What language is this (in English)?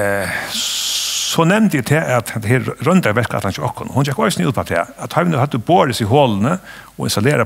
Faroese